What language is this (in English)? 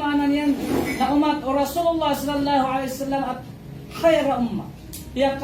Maranao